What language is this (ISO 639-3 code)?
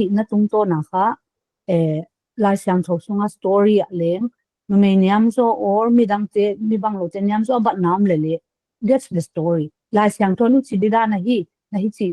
pck